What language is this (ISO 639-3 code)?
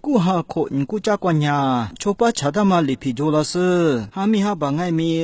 lis